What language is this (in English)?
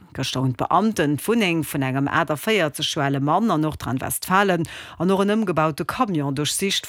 Luxembourgish